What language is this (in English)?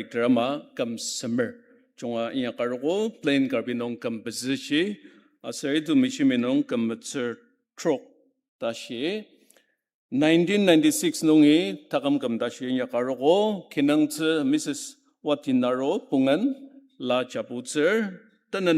Ao Naga